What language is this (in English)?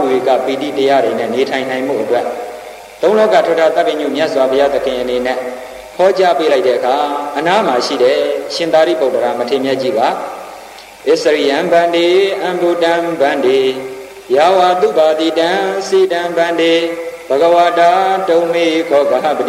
Burmese